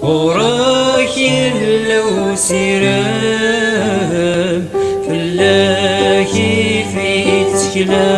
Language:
Kabyle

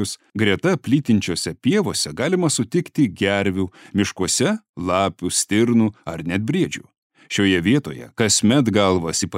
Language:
Lithuanian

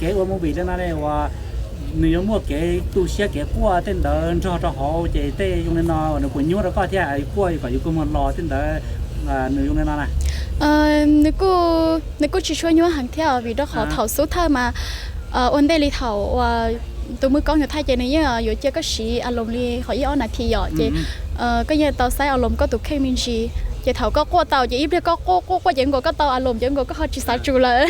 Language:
Hmong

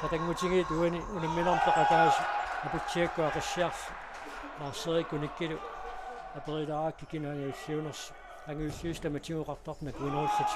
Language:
Kalaallisut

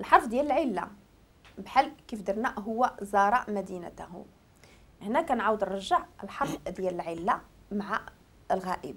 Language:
Moroccan Arabic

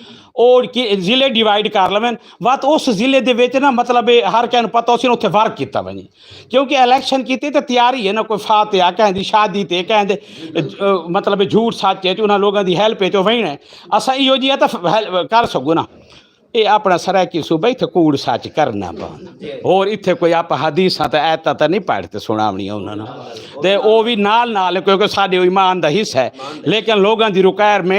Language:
Saraiki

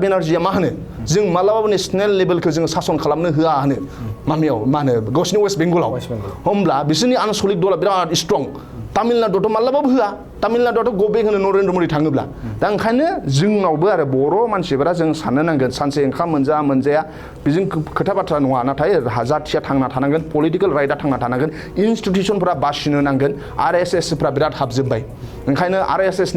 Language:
Bodo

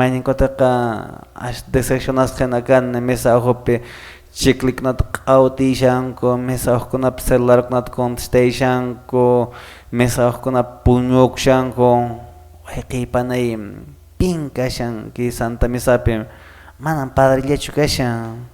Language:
Quechua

